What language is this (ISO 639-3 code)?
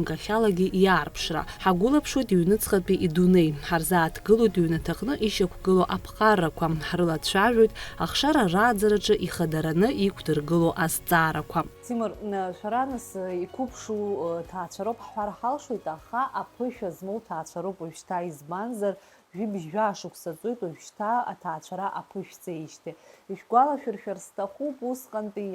abk